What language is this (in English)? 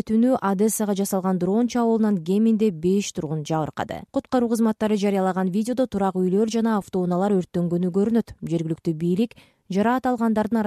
Kyrgyz